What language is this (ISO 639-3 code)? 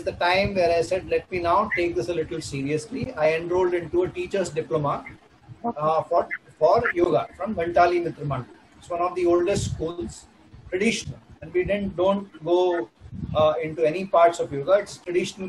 eng